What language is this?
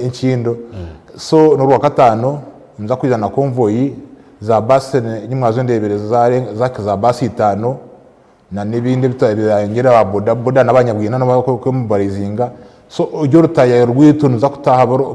Nyankole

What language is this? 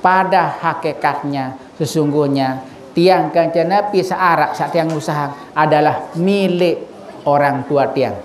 Sasak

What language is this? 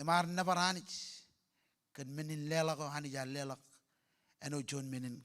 Marshallese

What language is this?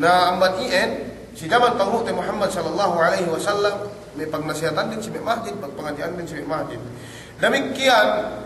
Yakan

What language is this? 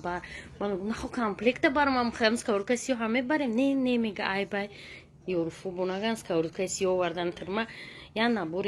Tajik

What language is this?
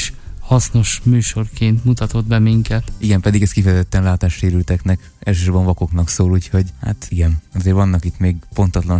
Hungarian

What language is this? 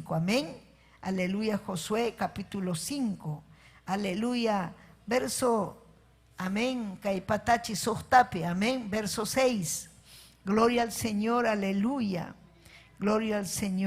Ayacucho Quechua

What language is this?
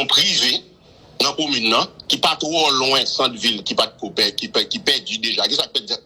Haitian Creole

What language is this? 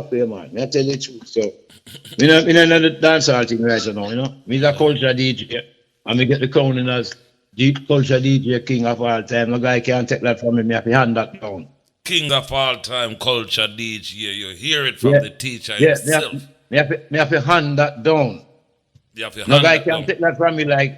Jamaican Creole English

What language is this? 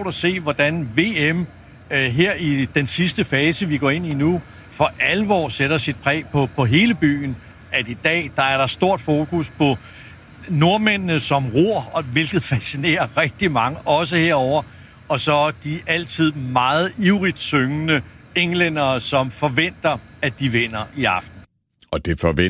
Danish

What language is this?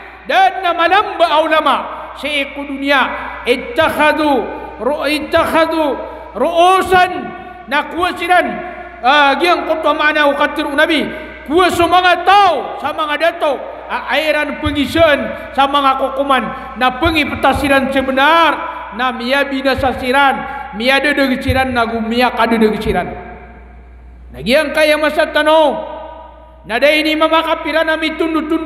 Maranao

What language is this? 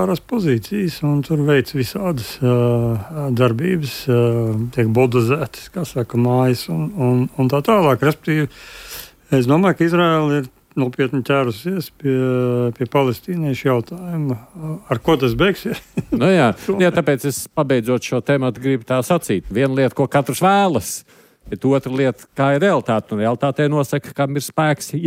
Latvian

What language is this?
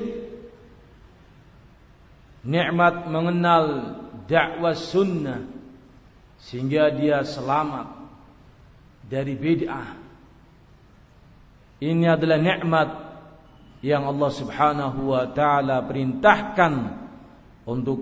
Indonesian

